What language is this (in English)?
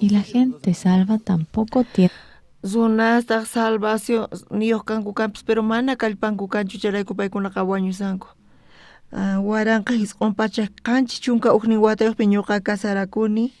South Bolivian Quechua